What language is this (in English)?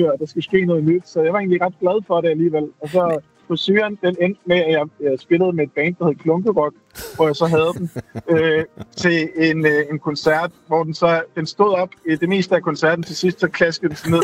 Danish